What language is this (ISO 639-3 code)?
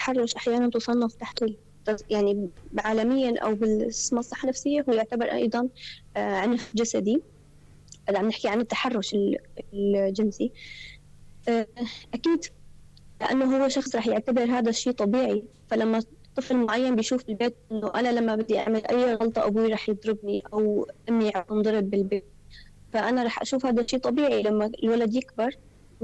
apc